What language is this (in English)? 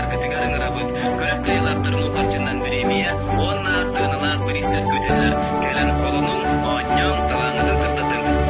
Yakut